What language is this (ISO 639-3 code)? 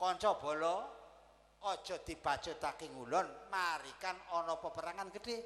jav